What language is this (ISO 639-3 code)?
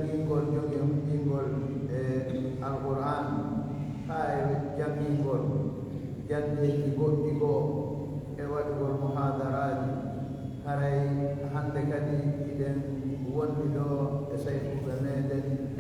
fuf